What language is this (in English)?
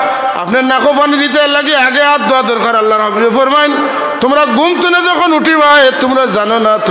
Sylheti